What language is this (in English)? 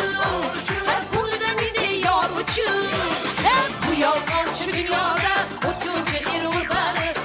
Kara-Kalpak